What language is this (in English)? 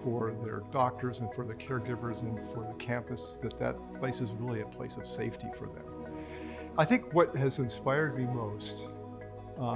English